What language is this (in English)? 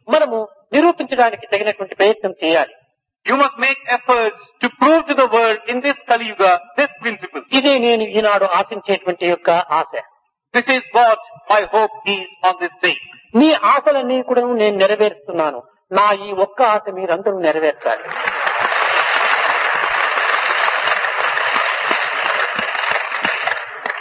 Telugu